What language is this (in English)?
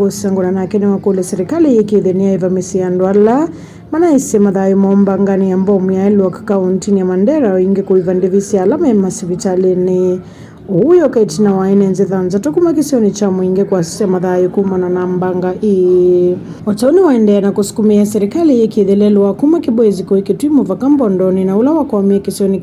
Kamba